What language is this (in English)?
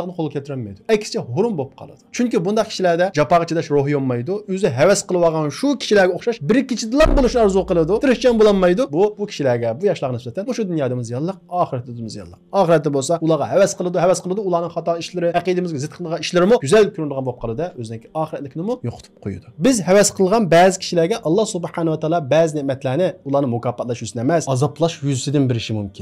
Uyghur